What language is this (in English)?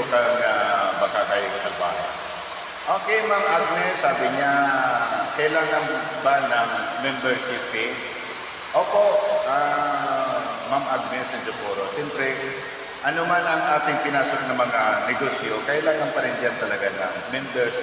Bikol